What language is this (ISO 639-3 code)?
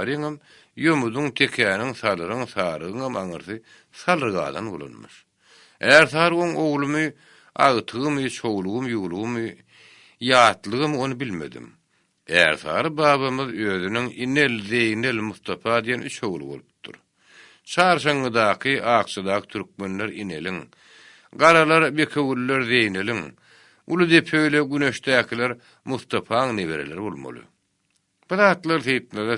tuk